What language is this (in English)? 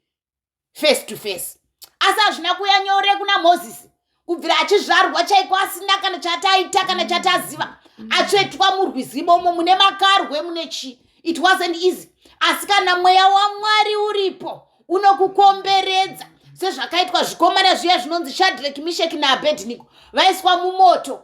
Shona